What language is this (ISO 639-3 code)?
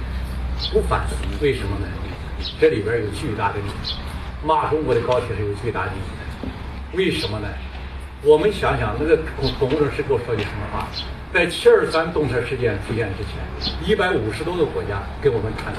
zho